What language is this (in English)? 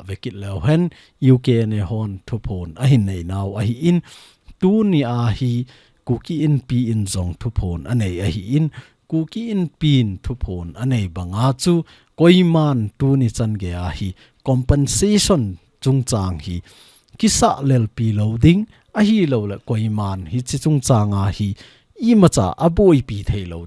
Thado Chin